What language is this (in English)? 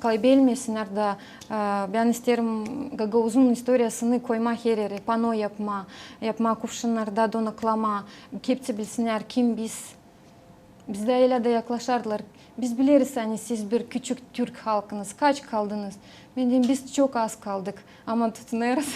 Gagauz